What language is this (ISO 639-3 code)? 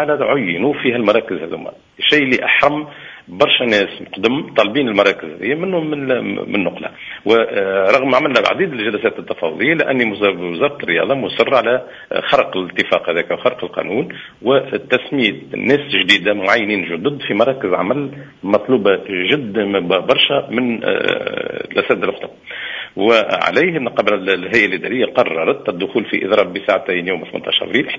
aeb